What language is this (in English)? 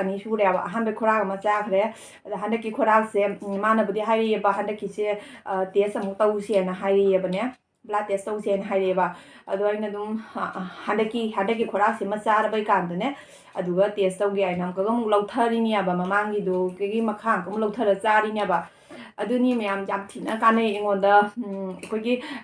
Manipuri